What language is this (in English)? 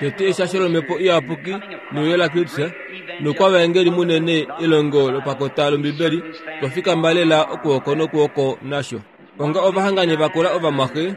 Kuanyama